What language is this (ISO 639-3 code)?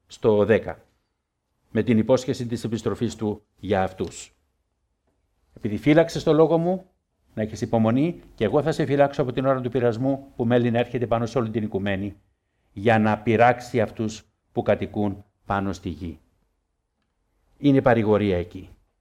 ell